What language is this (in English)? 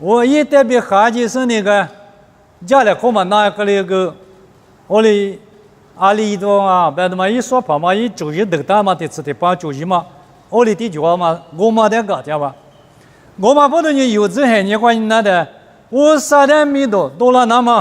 Lisu